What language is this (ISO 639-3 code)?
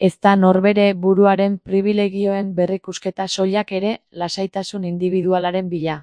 eus